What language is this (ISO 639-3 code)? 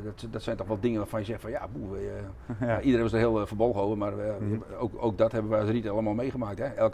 nld